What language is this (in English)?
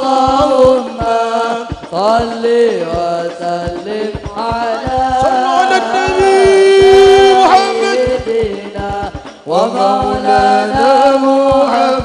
Madurese